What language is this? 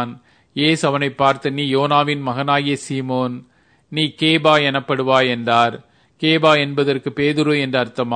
Tamil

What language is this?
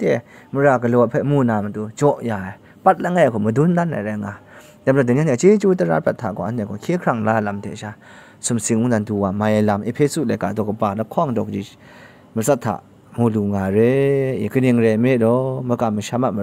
Kachin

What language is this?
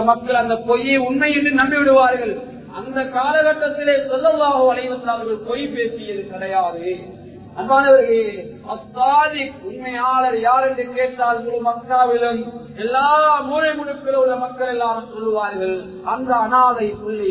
Tamil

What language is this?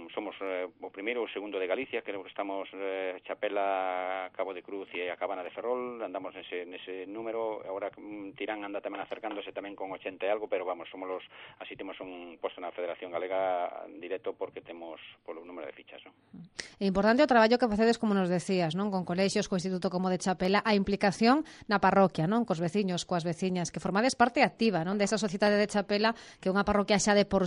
Galician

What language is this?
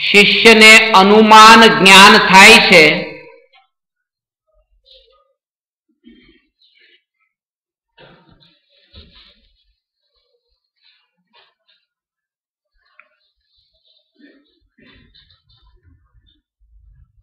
Gujarati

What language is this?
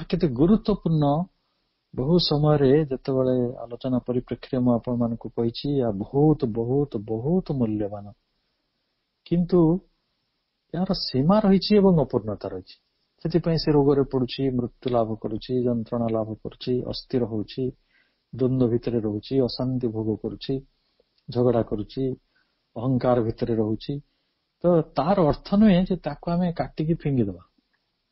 Odia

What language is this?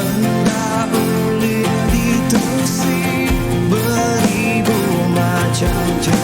Iban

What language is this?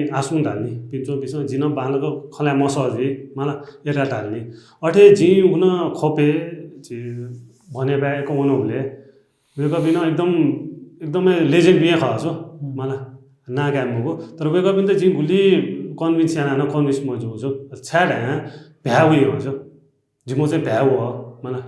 Newari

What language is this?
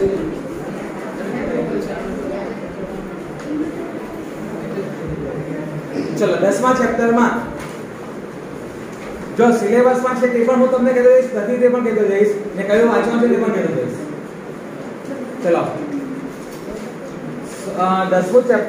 Gujarati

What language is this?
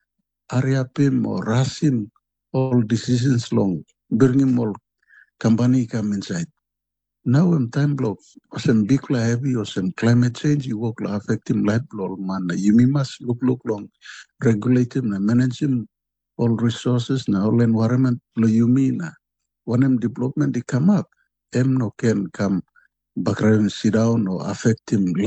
Tok Pisin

